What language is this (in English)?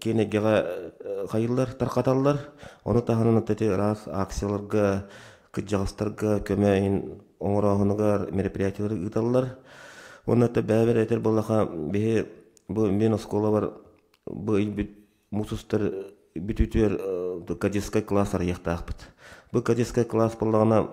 Yakut